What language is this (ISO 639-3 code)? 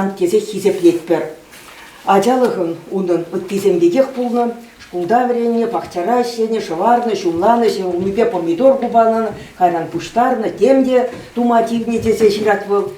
chv